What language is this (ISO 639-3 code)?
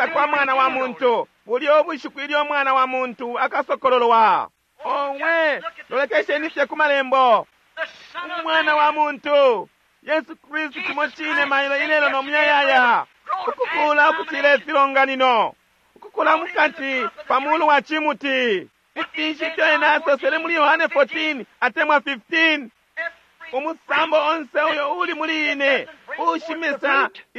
bem